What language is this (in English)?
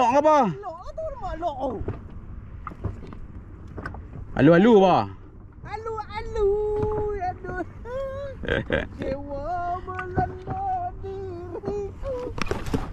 Malay